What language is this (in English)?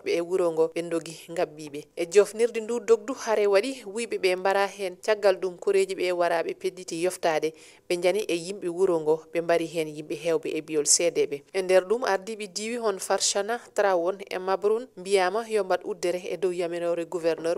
Fula